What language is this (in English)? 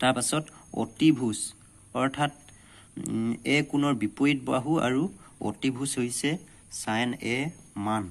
Assamese